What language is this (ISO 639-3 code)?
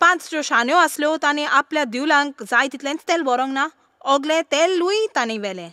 kok